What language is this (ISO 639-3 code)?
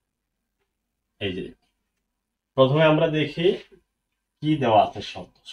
ben